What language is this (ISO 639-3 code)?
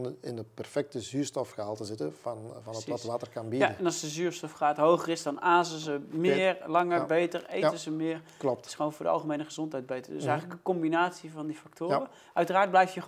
nld